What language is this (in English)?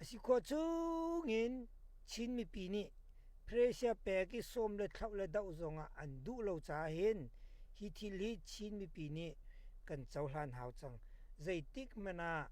Hakha Chin